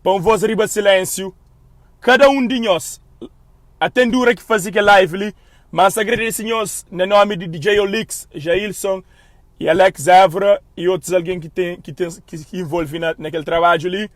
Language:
Kabuverdianu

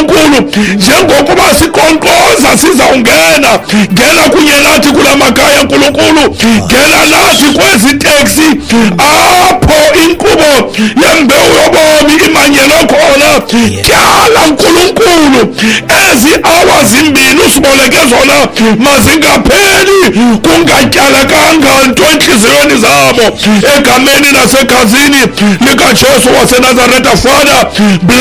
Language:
Xhosa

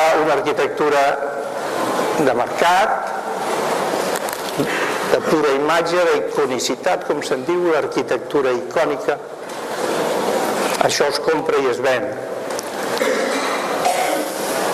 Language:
Catalan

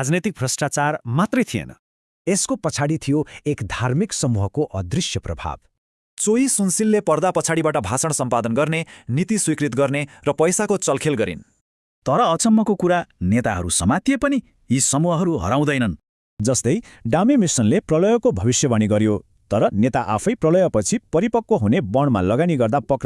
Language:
Nepali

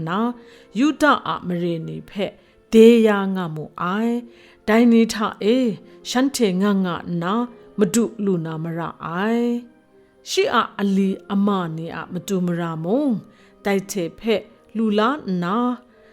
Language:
Kachin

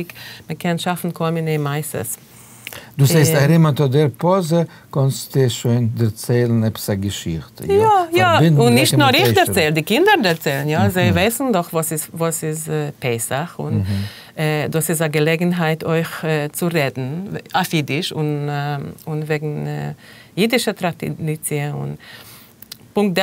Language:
Yiddish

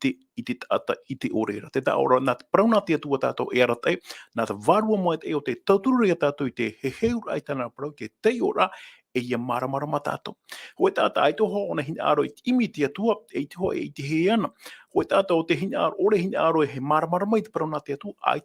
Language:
Tahitian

